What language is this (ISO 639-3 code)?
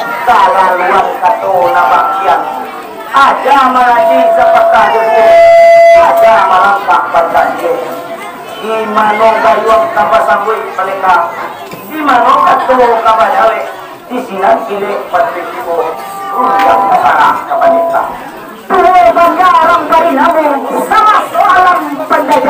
min